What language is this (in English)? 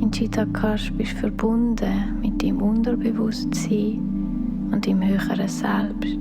Swiss German